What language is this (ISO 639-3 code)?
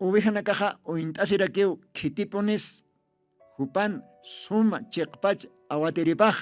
aym